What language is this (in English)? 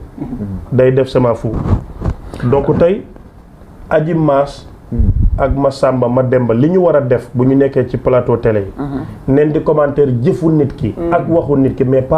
Wolof